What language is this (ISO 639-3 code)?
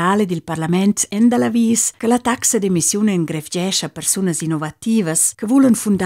roh